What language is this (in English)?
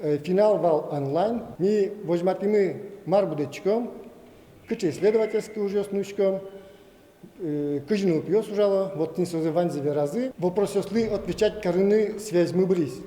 Udmurt